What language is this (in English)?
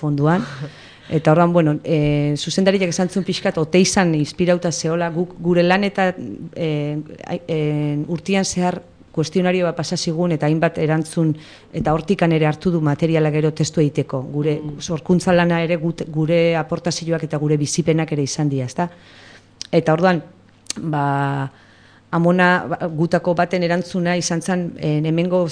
Basque